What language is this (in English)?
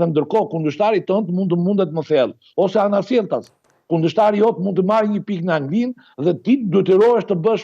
Albanian